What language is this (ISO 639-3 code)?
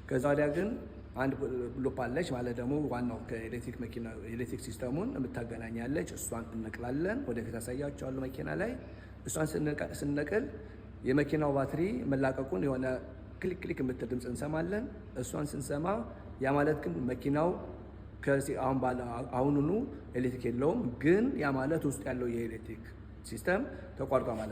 amh